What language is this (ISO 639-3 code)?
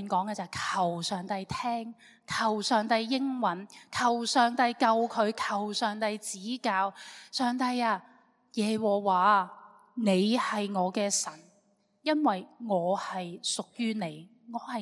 yue